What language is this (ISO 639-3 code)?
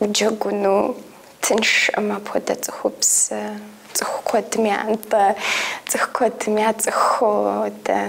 kbd